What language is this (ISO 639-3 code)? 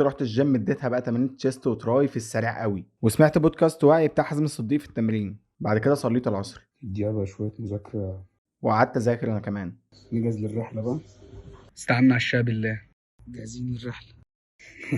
arz